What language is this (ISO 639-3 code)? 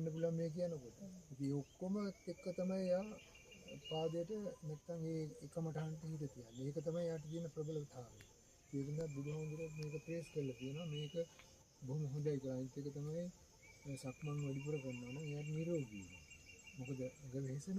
sin